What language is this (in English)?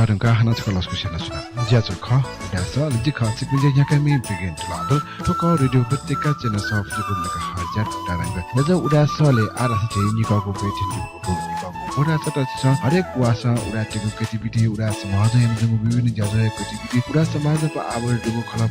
Newari